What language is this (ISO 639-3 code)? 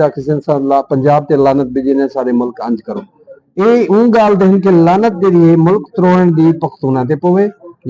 skr